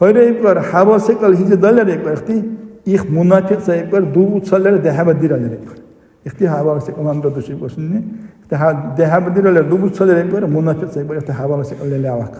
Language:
Dargwa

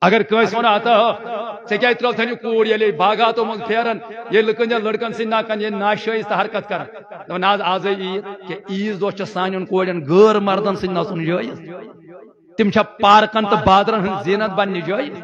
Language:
Kashmiri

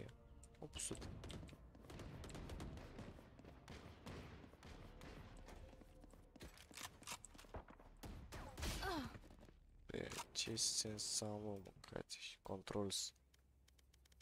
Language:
Romanian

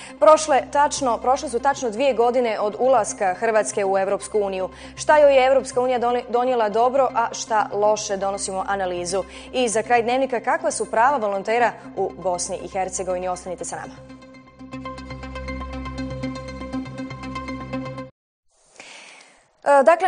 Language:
Bosnian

